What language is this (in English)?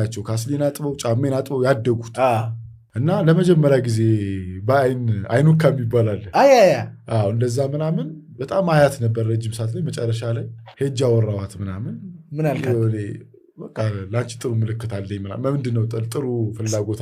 Amharic